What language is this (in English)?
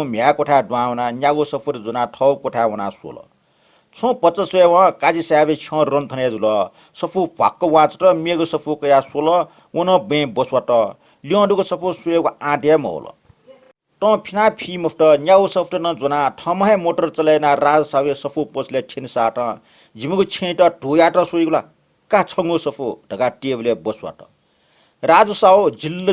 Newari